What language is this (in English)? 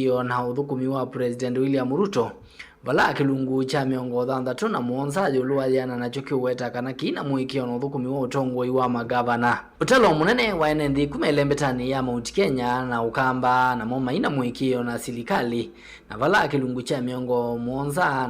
Kamba